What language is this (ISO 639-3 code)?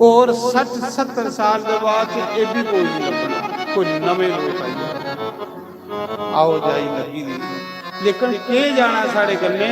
doi